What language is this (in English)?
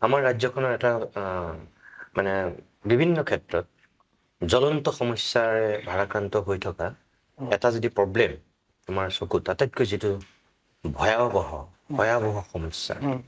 Assamese